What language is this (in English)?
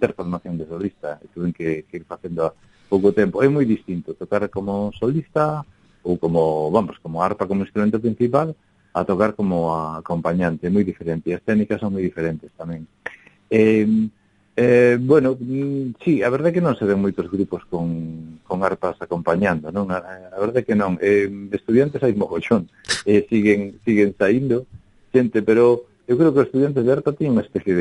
Galician